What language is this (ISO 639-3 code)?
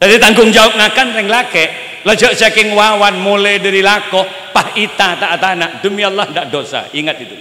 mad